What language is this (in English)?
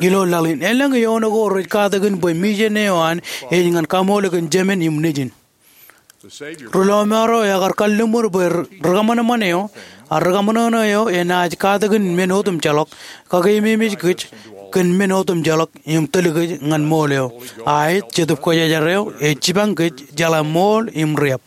Marshallese